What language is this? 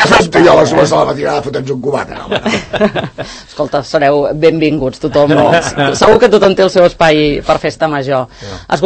Catalan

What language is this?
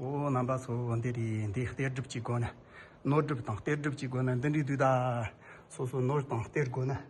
Tibetan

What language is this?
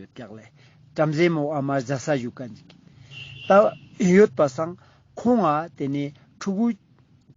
Ladakhi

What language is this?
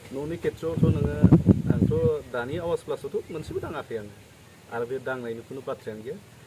Bodo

